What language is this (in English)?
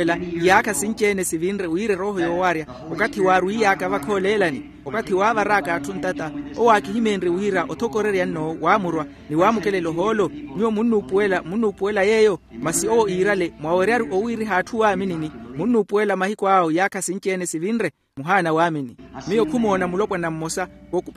Makhuwa